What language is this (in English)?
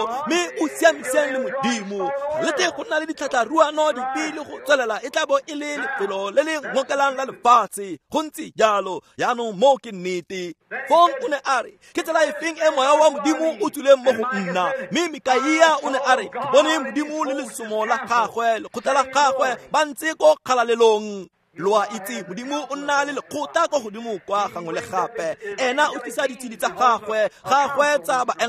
Tswana